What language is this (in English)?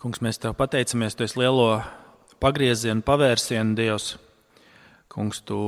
Latvian